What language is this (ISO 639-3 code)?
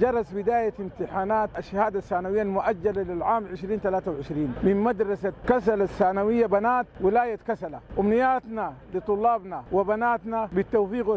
apd